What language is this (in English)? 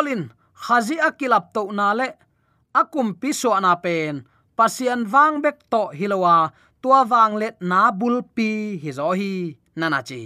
Tedim Chin